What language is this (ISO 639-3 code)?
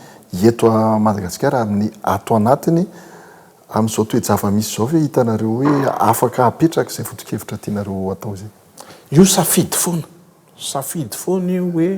mlg